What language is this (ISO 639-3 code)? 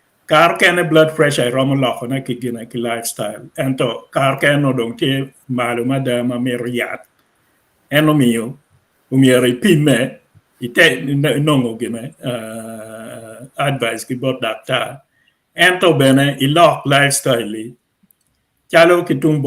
ach